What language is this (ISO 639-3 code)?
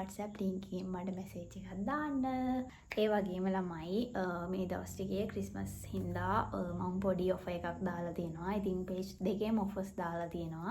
sin